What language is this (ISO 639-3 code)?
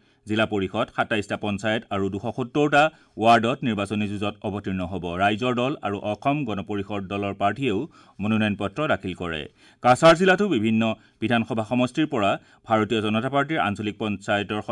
asm